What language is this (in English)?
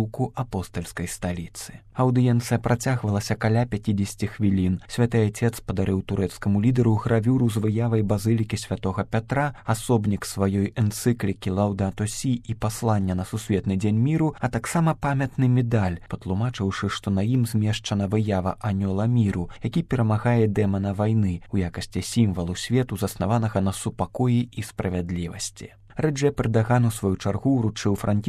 Belarusian